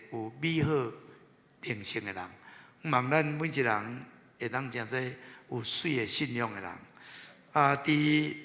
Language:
Min Nan Chinese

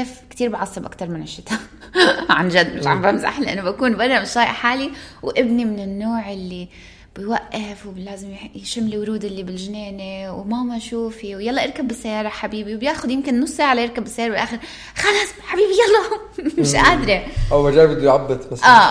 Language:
North Levantine Arabic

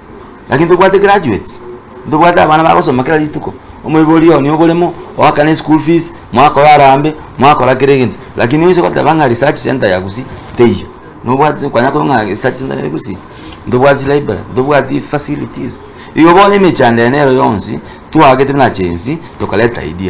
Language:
Gusii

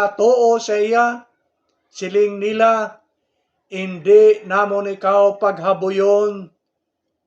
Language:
Hiligaynon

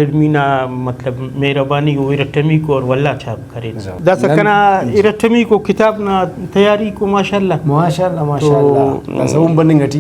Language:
Brahui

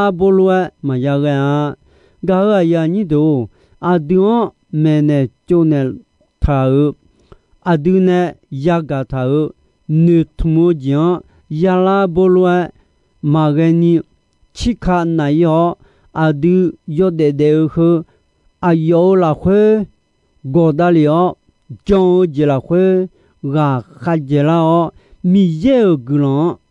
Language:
Akha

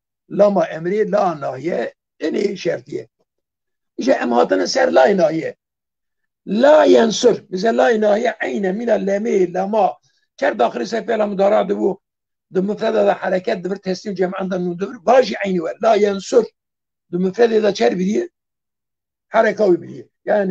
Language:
Kurdish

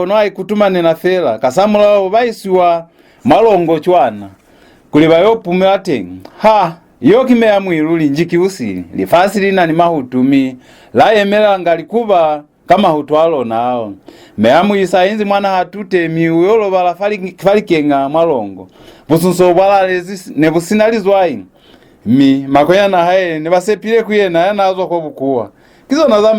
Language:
Lozi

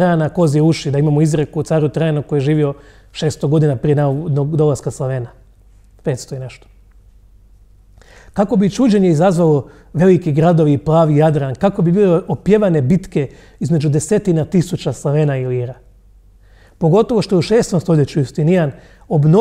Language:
Croatian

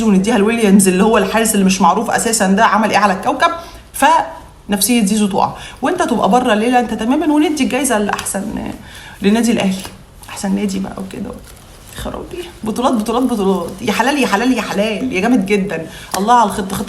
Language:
Egyptian Arabic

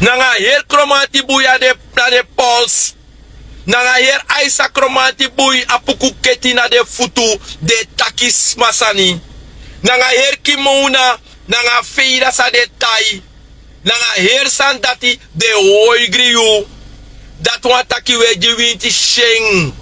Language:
Sranan Tongo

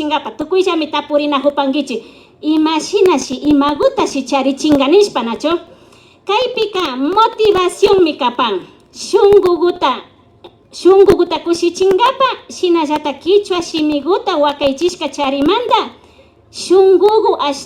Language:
Imbabura Highland Quichua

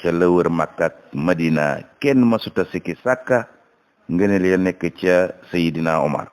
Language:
Wolof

